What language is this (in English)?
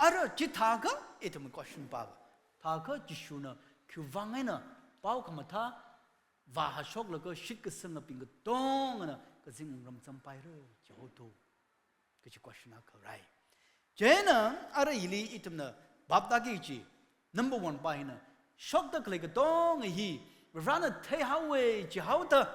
Tangkhul Naga (India)